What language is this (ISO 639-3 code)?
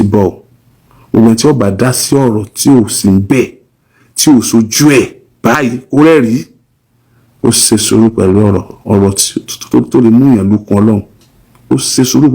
yor